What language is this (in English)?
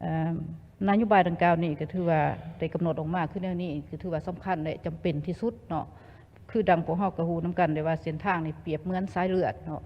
Lao